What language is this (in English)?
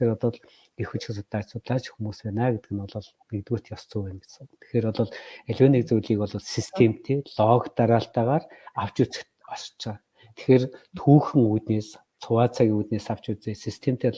Mongolian